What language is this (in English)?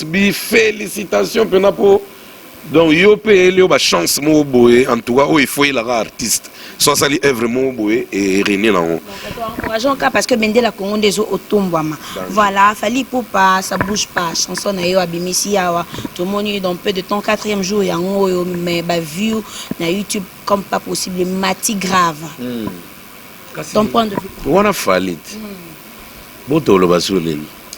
Lingala